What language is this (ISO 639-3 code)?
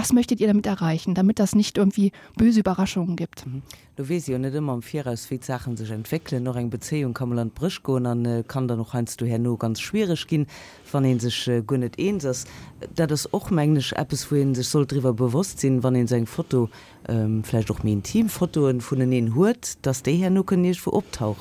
ltz